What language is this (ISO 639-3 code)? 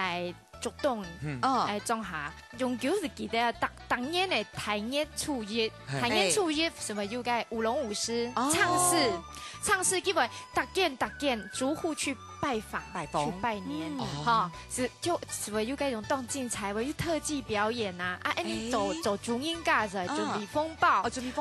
hak